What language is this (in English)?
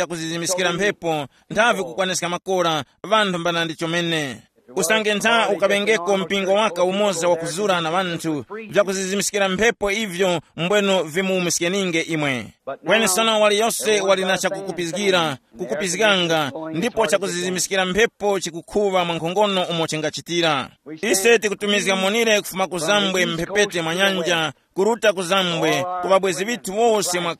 Tumbuka